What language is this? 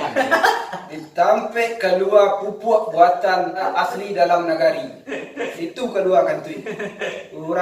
Minangkabau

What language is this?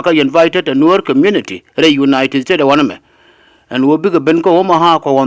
Nuer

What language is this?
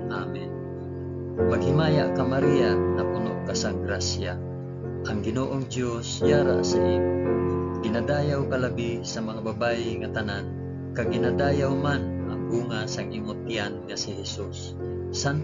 Hiligaynon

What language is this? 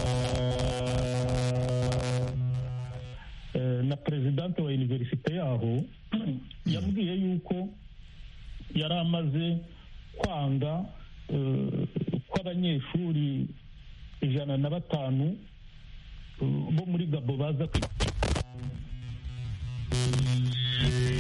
Kinyarwanda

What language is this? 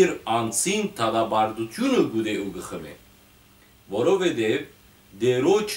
Western Armenian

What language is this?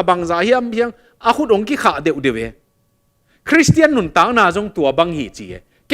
Tedim Chin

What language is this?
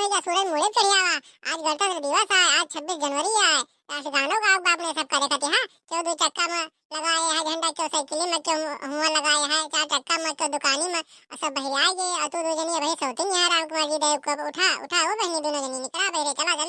Awadhi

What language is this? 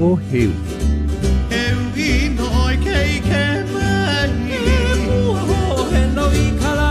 Hawaiian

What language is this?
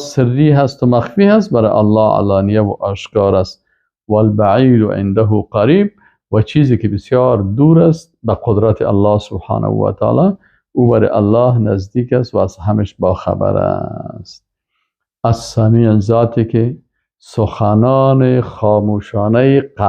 Persian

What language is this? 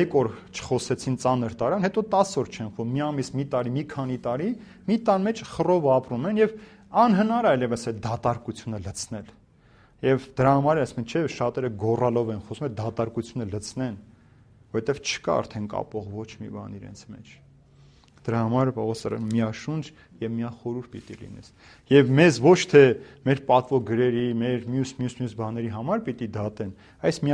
Armenian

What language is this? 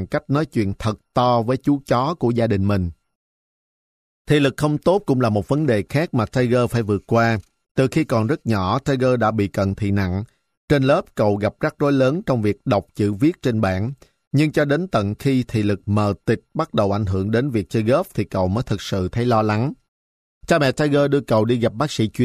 Vietnamese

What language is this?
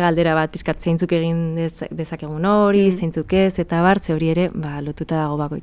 Basque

